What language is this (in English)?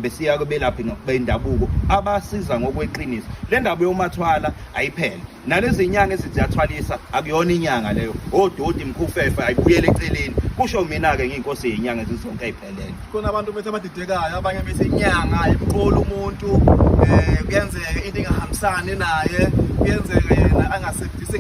Zulu